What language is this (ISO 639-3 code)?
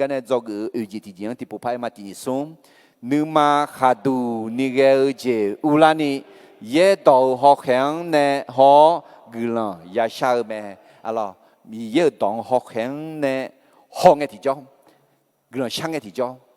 ahk